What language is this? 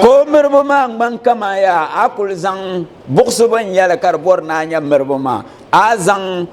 Dagbani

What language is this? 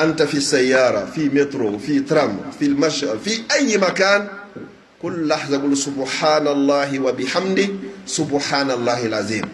Pular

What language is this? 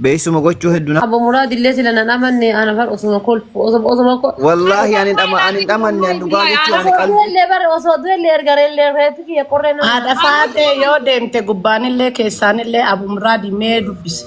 Oromo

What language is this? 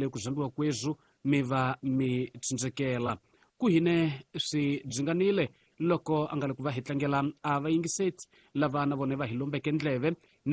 Tsonga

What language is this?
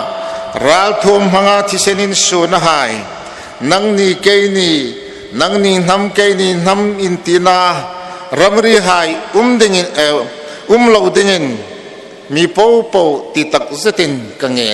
Hmar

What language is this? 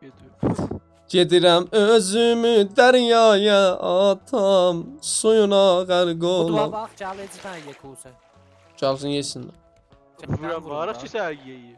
South Azerbaijani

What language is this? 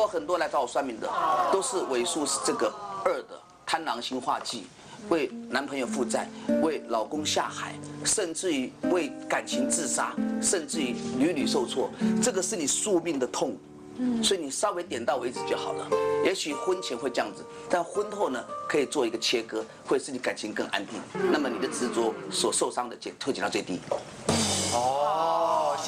Chinese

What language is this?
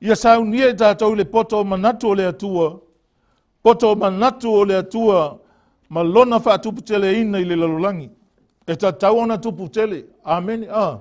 Samoan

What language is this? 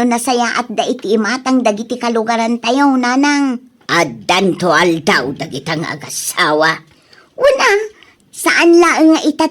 Iloko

